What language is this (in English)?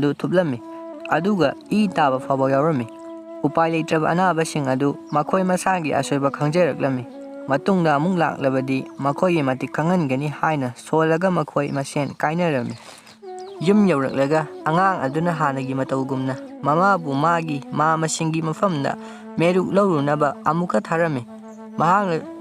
Manipuri